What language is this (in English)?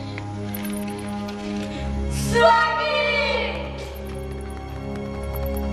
Indonesian